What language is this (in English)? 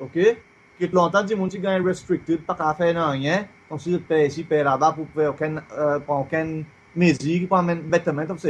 Seselwa Creole French